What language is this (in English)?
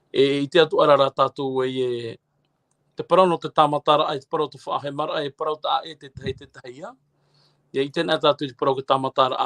Tahitian